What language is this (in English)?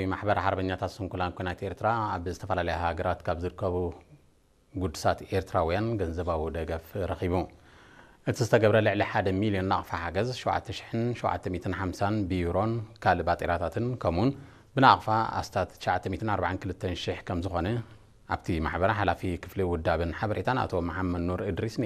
Tigrinya